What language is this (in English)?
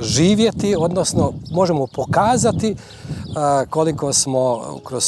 Bosnian